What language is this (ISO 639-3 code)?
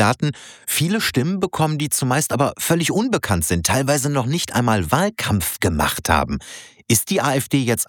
deu